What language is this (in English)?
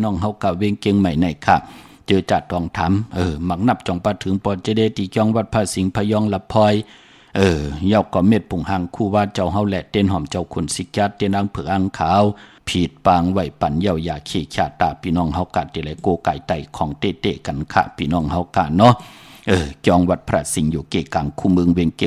Shan